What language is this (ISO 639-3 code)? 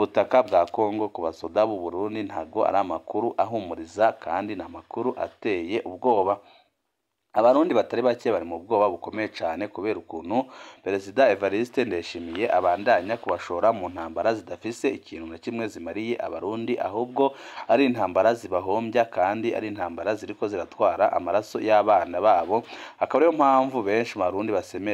run